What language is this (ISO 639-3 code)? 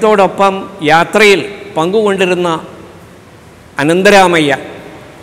mal